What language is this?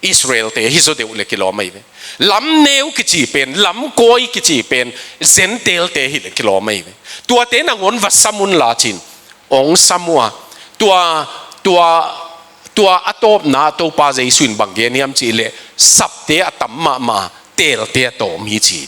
Tedim Chin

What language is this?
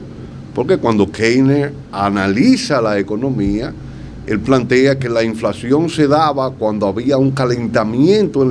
Spanish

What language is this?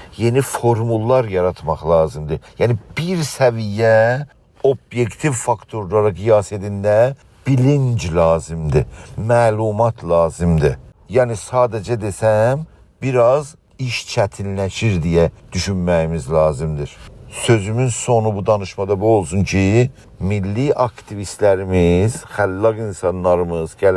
South Azerbaijani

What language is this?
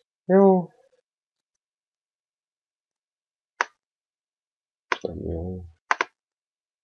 Hungarian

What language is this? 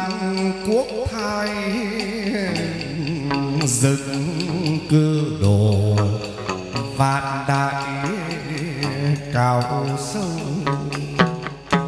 Vietnamese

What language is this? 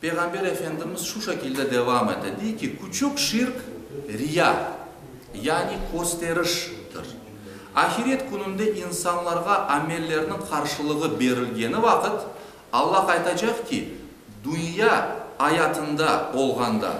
Crimean Tatar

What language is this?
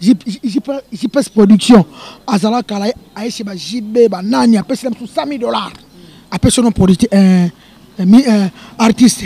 Lingala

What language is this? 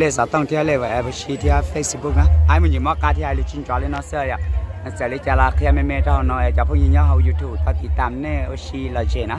Hmong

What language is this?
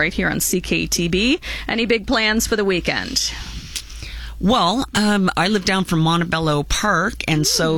English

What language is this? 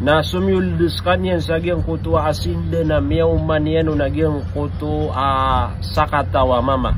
Maranao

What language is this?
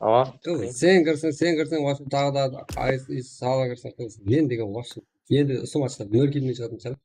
Kara-Kalpak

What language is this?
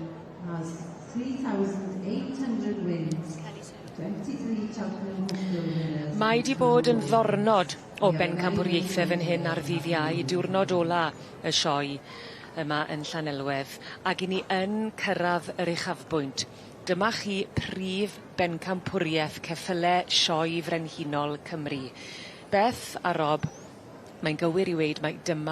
Welsh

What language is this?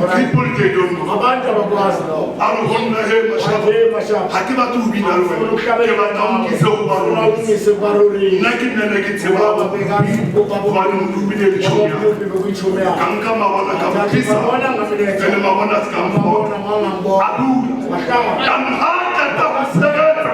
Southern Sotho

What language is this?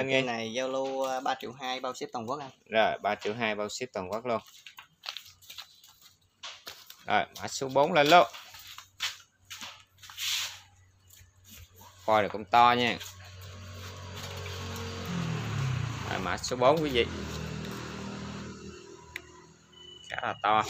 Vietnamese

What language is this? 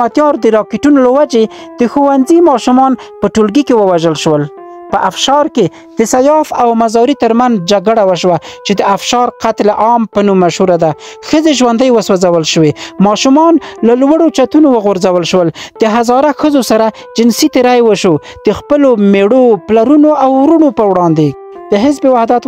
Pashto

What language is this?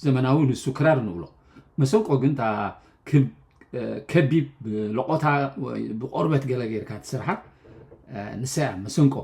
Tigrinya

